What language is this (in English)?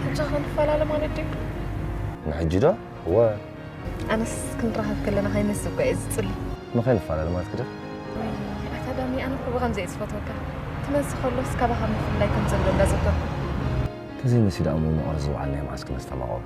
Tigrinya